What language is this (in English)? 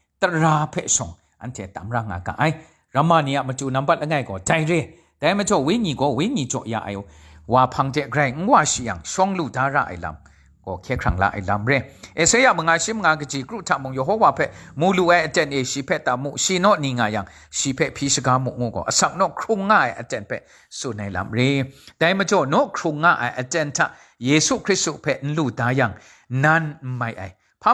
Kachin